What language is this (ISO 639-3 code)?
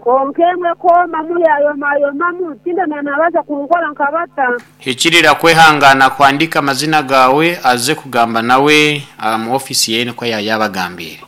nyn